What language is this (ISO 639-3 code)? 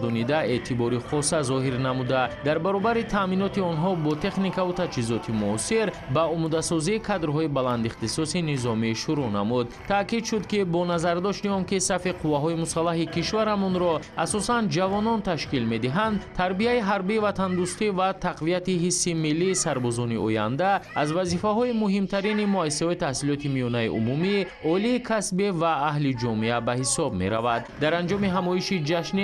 tgk